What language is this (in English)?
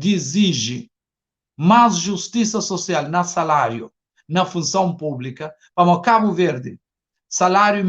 Kabuverdianu